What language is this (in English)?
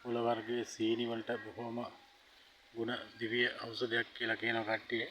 Sinhala